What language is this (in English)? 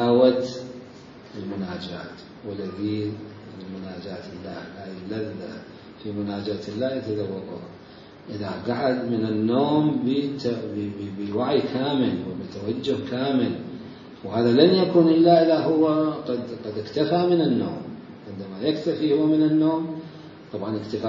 Mesopotamian Arabic